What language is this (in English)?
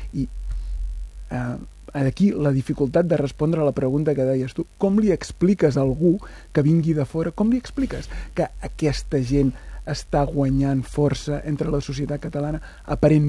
Catalan